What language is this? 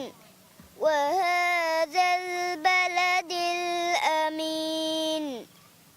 Divehi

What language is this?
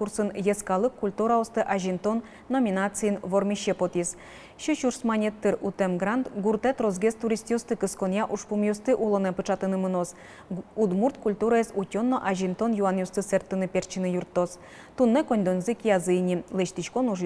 Udmurt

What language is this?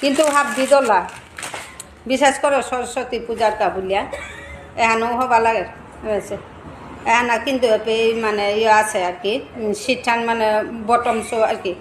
Bishnupriya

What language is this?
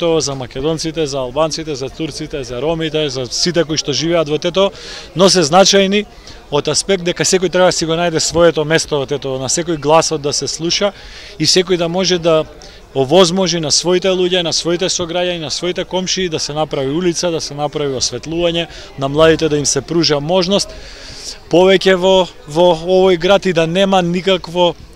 Macedonian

